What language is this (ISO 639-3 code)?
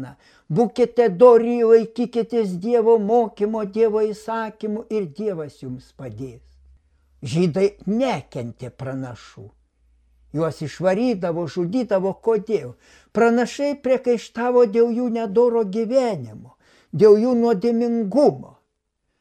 lit